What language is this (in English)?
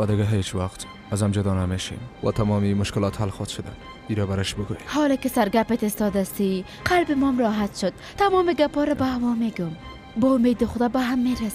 Persian